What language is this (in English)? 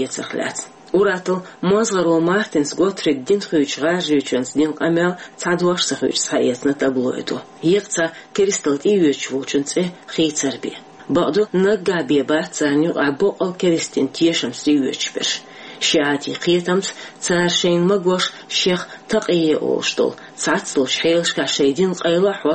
Chechen